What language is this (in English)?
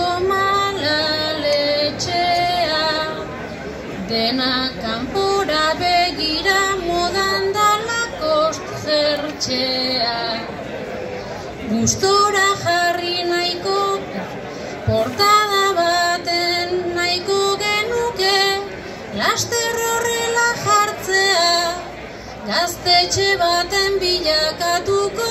Basque